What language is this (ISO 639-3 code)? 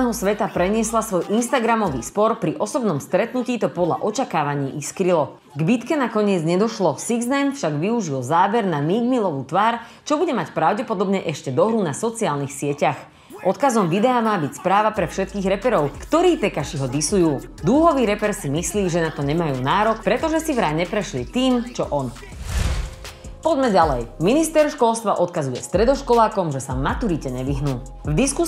slk